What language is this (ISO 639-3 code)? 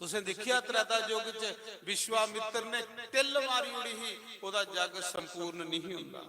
doi